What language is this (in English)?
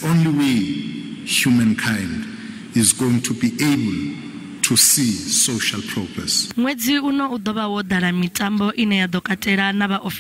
Venda